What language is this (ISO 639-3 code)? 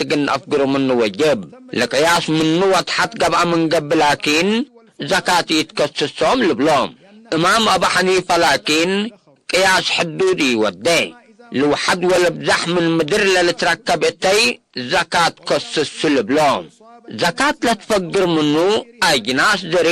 tig